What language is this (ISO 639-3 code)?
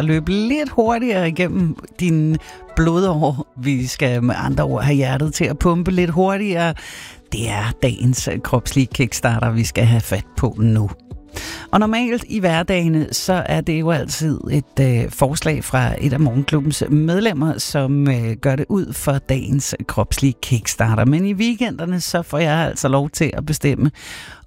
dan